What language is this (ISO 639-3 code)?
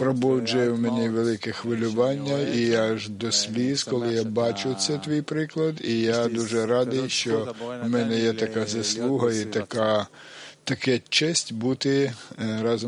ukr